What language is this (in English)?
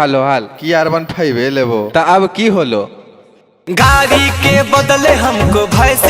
Magahi